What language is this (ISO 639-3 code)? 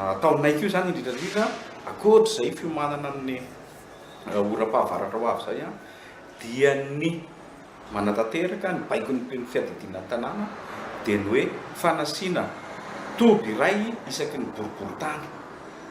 mlg